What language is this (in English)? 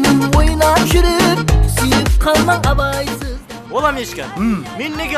Kara-Kalpak